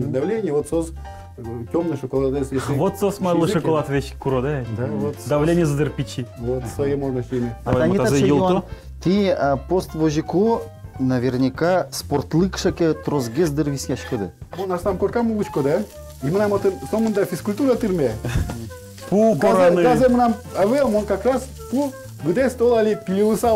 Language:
Udmurt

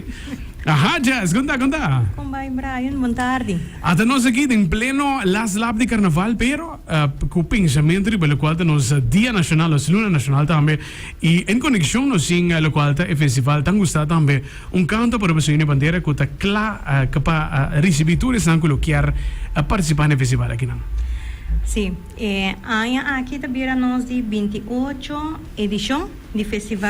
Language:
Papiamento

